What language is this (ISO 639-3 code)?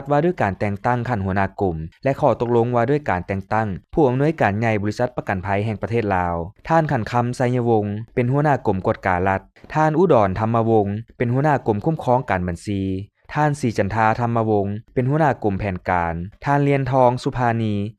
lao